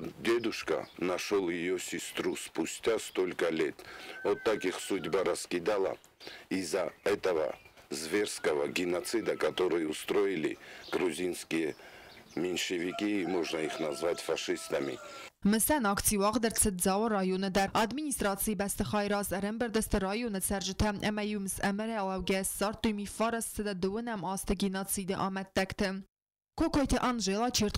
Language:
Ossetic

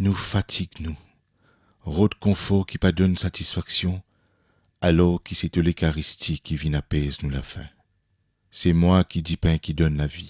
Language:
Morisyen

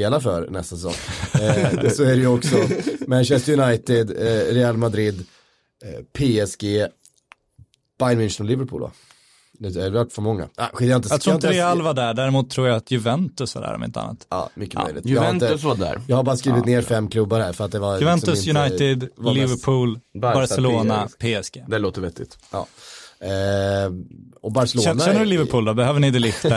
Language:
Swedish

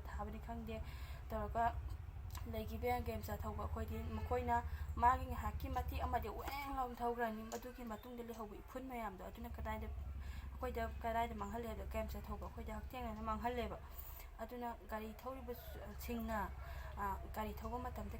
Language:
Manipuri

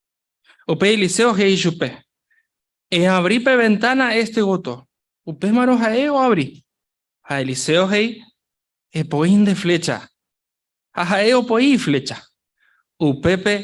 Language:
Guarani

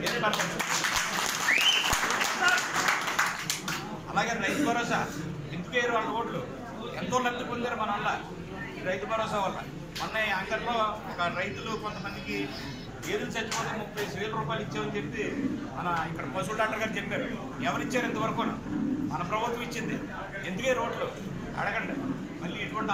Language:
Telugu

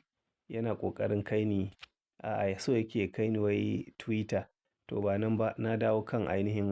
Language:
Hausa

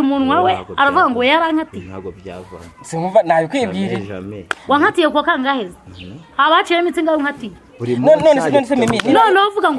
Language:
Kinyarwanda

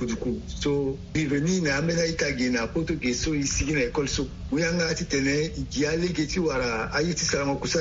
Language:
Sango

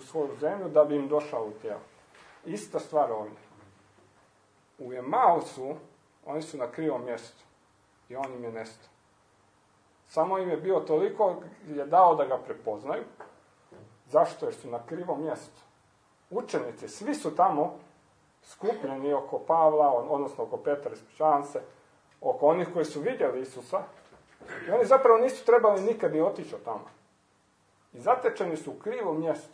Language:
Croatian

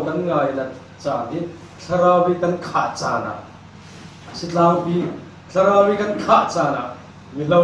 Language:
Falam Chin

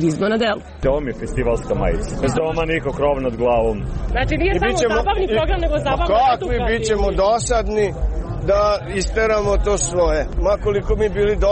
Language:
Serbian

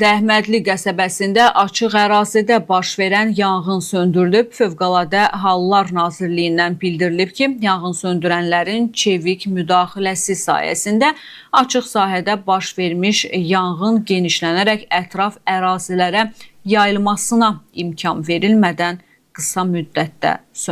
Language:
Azerbaijani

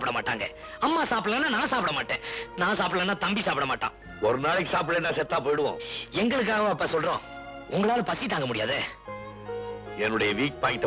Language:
Tamil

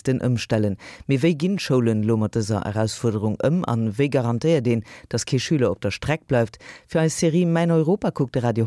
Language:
Luxembourgish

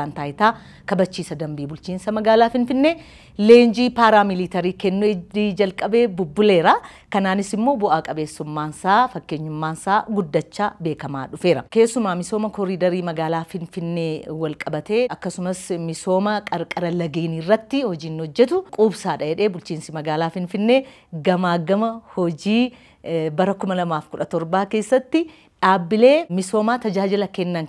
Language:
Oromo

